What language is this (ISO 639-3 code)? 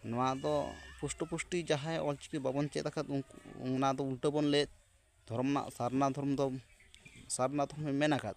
sat